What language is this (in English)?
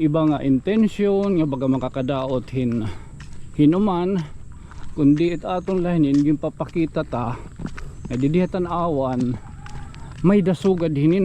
Waray